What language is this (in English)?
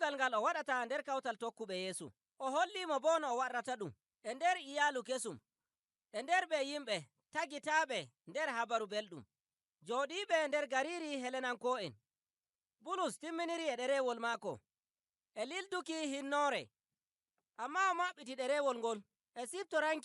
Nigerian Fulfulde